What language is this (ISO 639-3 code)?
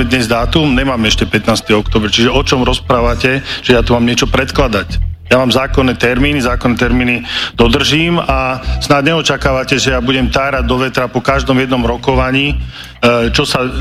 slk